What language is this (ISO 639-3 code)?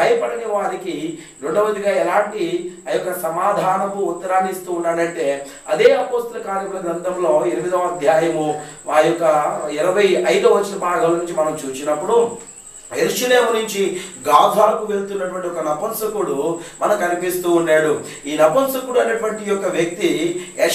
tel